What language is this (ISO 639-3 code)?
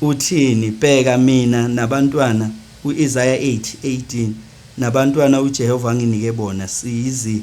zul